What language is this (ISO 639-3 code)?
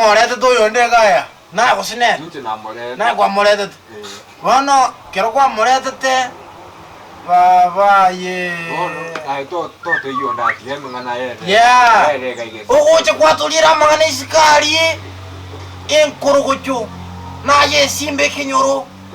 guz